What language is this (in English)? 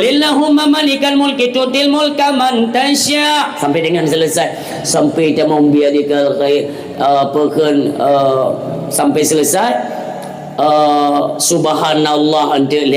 Achinese